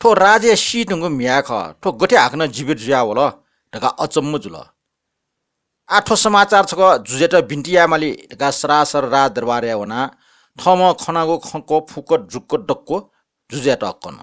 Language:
Newari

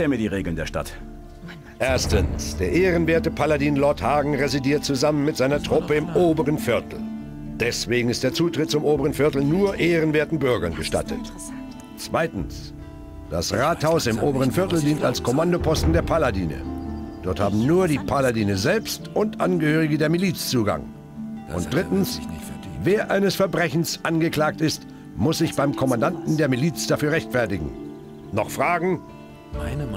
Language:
Bavarian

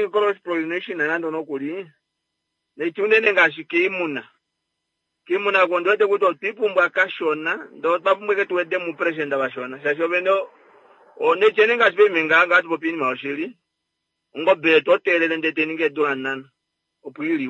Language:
Kuanyama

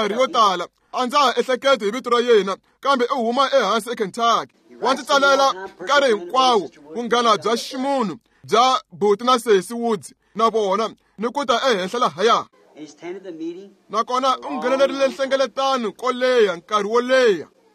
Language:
Tsonga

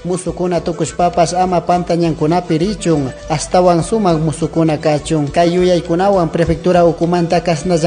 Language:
Chimborazo Highland Quichua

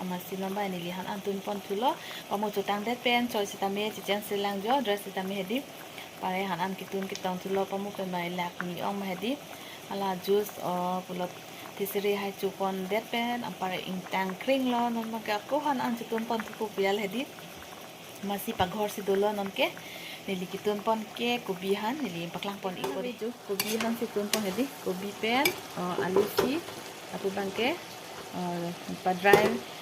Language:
Karbi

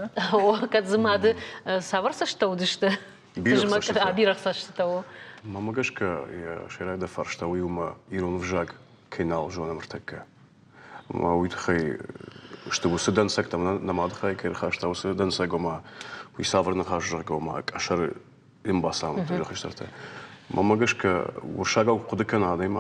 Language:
Ossetic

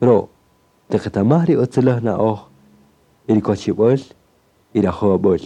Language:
Kaqchikel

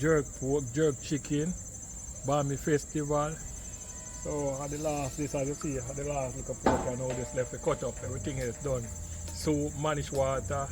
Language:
Jamaican Creole English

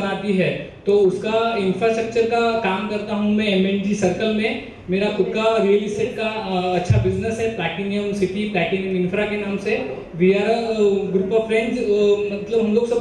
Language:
Marathi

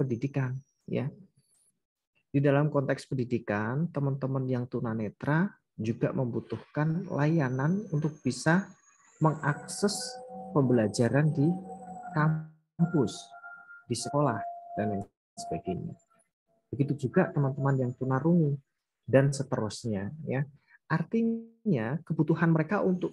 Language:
Indonesian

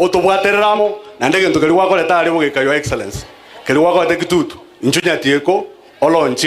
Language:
Gusii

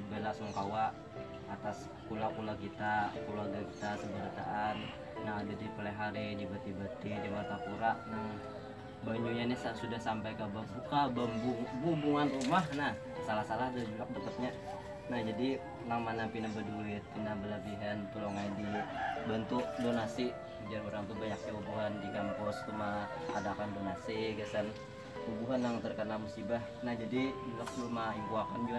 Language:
Banjar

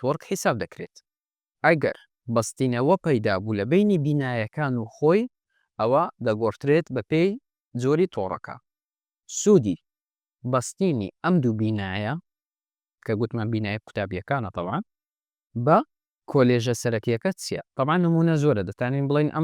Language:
Central Kurdish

